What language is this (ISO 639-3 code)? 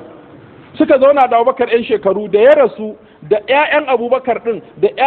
hau